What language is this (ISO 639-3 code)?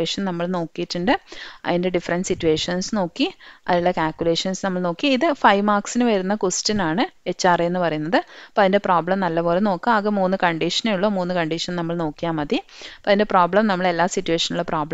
mal